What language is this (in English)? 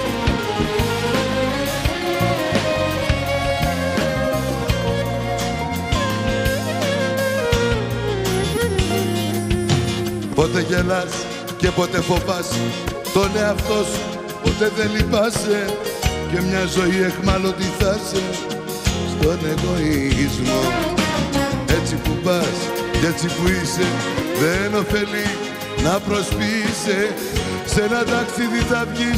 Greek